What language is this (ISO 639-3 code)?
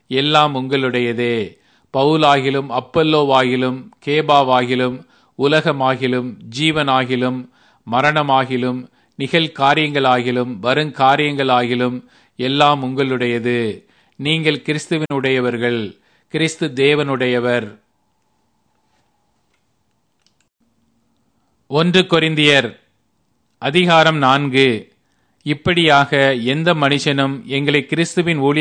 tam